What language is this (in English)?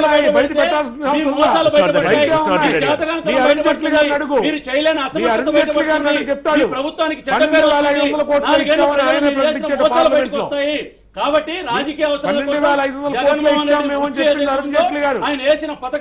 Telugu